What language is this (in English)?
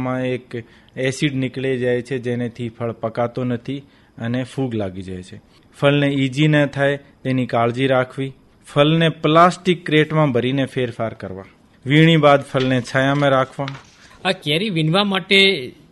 Gujarati